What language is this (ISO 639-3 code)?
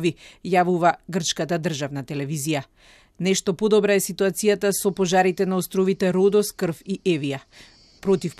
mkd